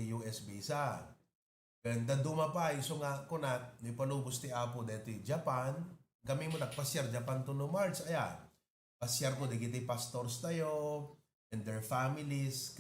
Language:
Iloko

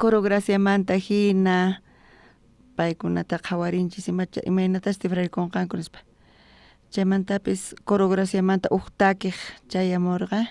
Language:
South Bolivian Quechua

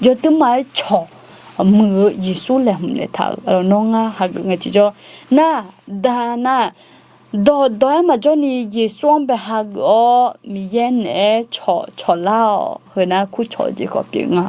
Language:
Akha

